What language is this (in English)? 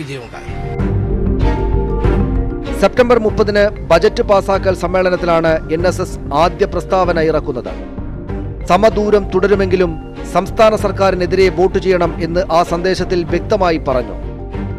Malayalam